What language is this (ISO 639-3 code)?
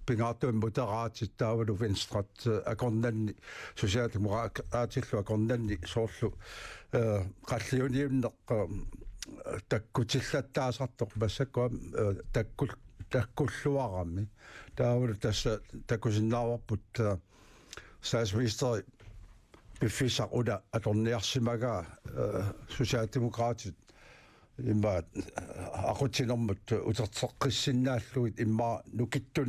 kal